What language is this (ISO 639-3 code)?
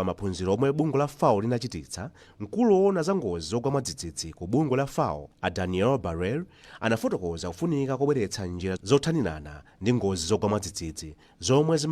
nya